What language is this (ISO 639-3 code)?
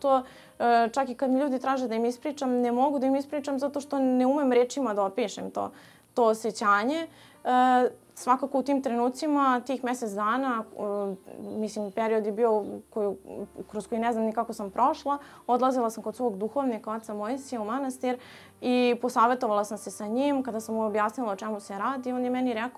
srp